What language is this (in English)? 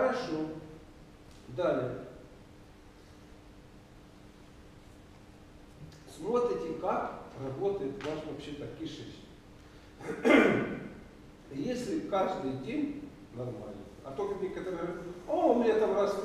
Russian